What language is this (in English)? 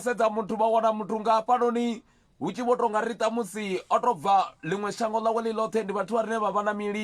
Venda